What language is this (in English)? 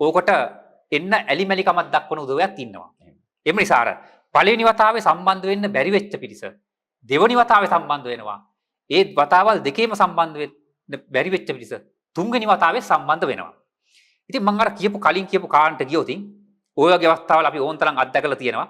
Sinhala